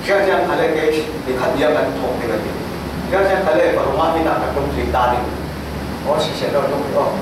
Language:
Falam Chin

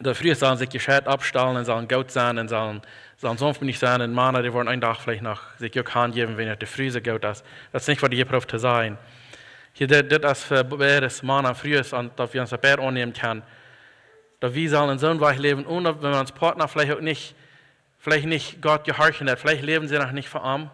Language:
Plautdietsch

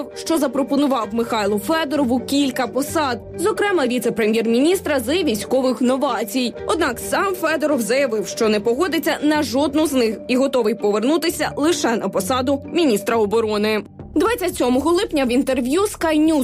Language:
Ukrainian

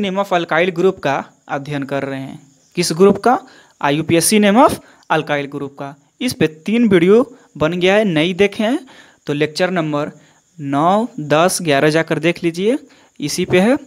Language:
Hindi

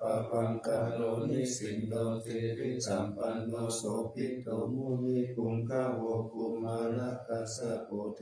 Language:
Pali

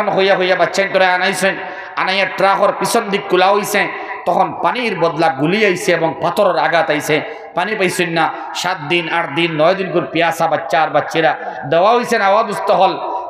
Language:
Sylheti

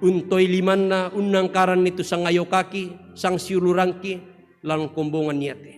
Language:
Toraja-Sa'dan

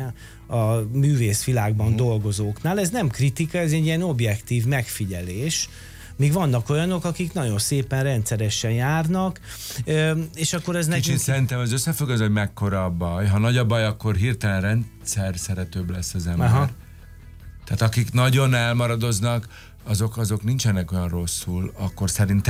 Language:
Hungarian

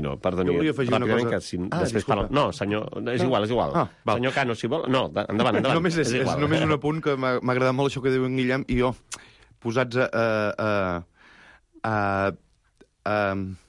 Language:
Catalan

